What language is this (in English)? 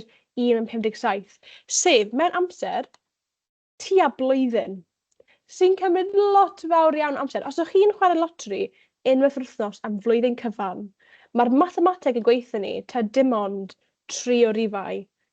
Welsh